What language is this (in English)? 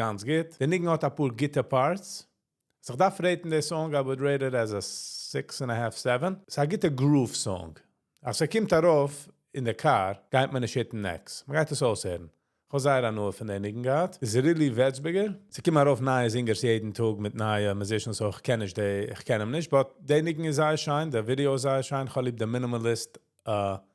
Yiddish